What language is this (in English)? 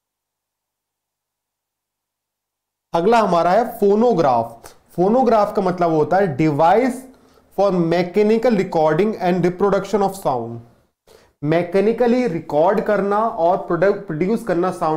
Hindi